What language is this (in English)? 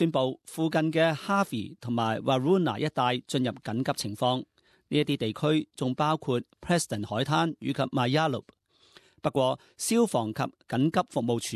Cantonese